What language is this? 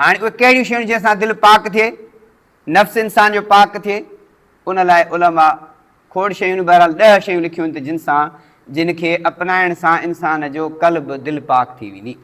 Sindhi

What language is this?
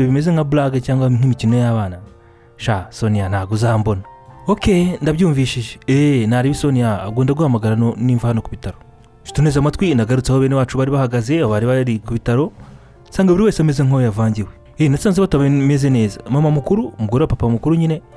Kinyarwanda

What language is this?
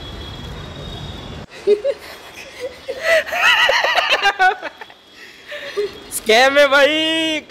Marathi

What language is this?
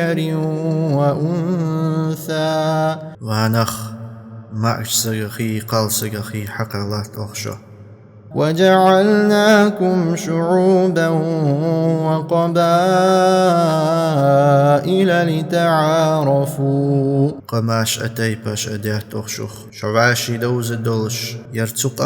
Ingush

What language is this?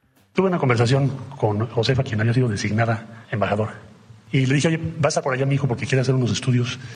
Spanish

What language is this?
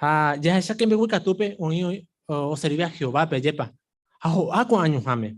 Guarani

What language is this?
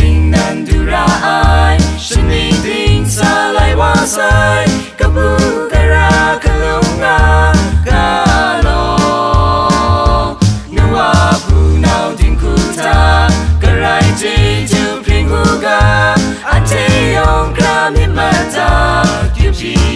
Kachin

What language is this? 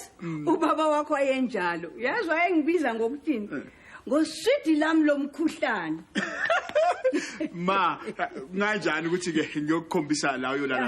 Zulu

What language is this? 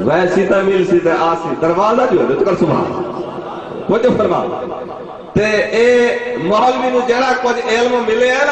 Saraiki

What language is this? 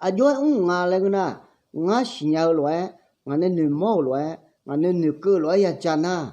Akha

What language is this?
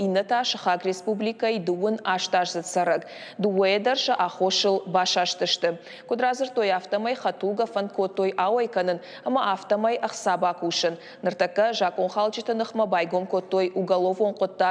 Ossetic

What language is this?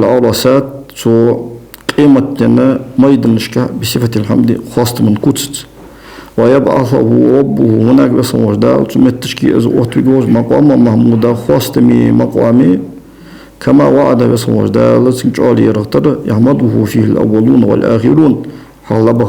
Ingush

